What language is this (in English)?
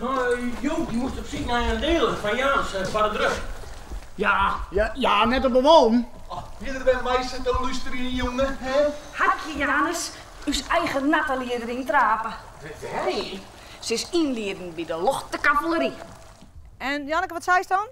Western Frisian